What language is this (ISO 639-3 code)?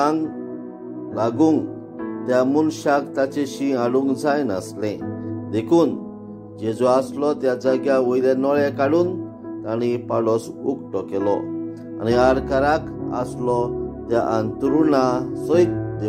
kok